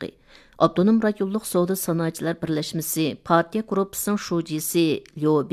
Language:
Uyghur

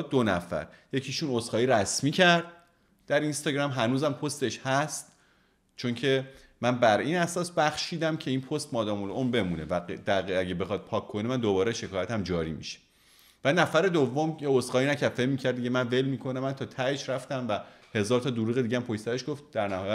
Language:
Persian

